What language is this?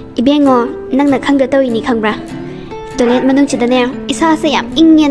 Manipuri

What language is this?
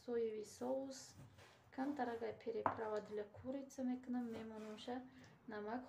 Tajik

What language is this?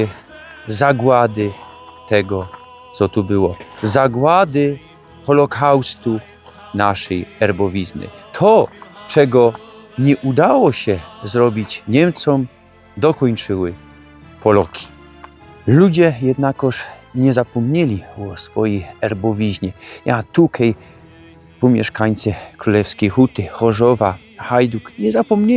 Silesian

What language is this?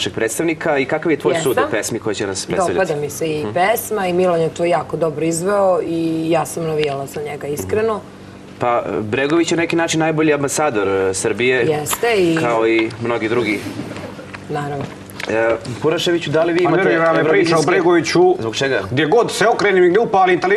Serbian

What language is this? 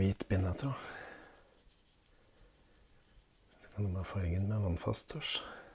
Norwegian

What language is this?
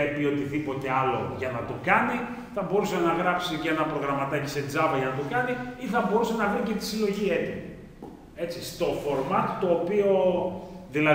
Greek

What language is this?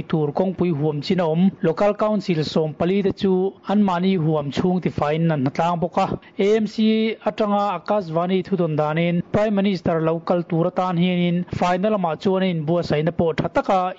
Mizo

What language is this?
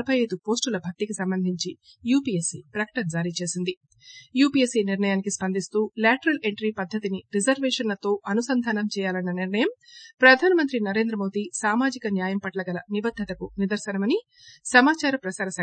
Telugu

